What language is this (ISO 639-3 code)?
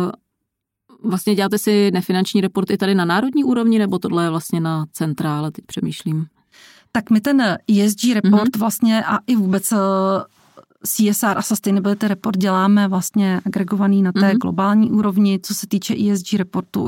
ces